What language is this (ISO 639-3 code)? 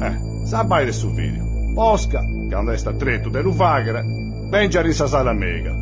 srd